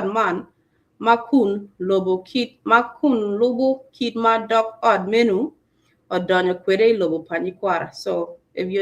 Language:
Acoli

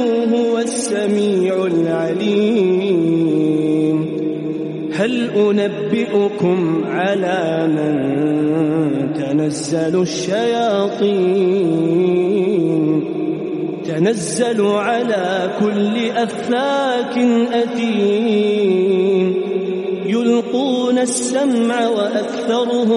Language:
Arabic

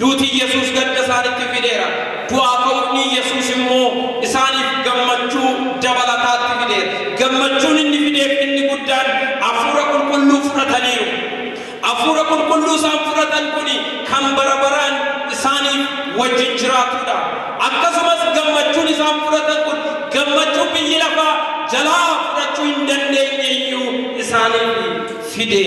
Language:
Oromo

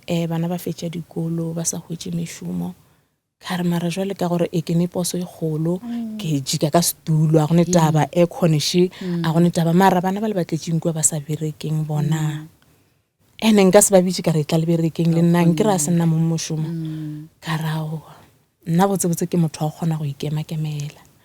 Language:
Northern Sotho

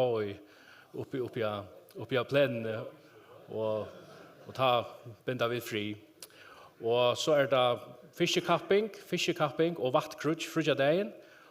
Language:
Faroese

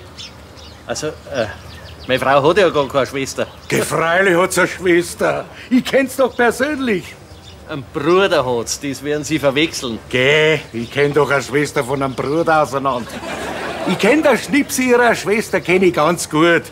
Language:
Bavarian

